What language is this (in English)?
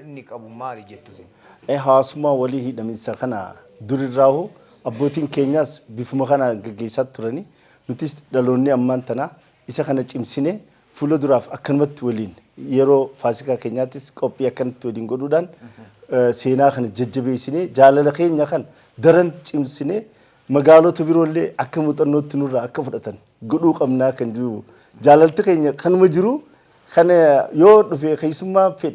Oromo